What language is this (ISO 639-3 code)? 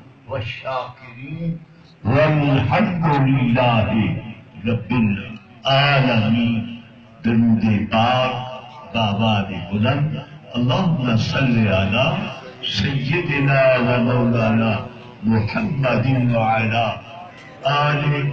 skr